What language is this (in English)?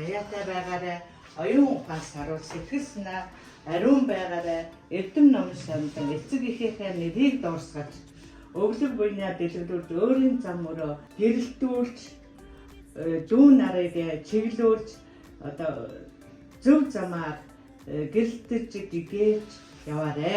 Mongolian